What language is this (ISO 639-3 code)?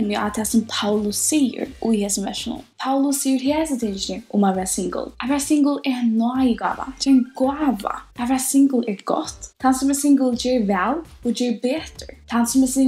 fao